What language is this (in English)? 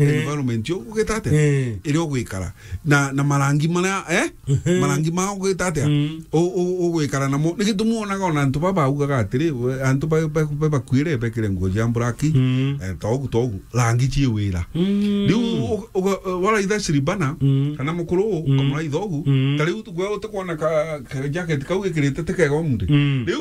Meru